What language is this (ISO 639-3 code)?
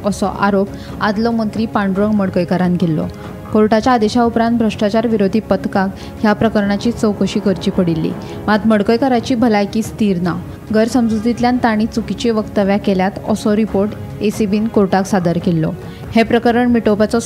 kok